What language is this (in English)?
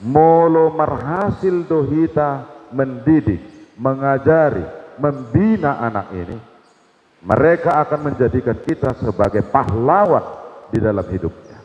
Batak Toba